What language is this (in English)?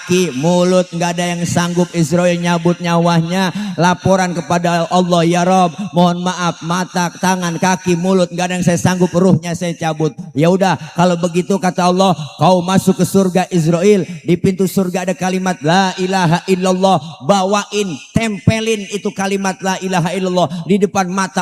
Betawi